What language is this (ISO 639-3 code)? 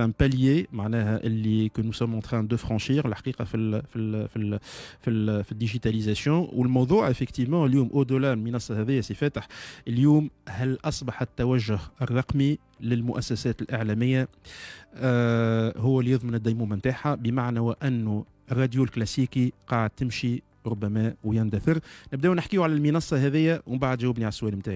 aeb